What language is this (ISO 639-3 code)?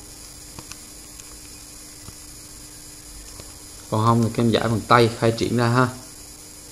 vie